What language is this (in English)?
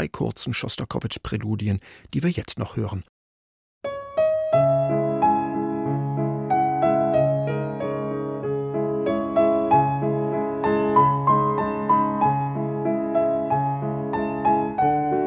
German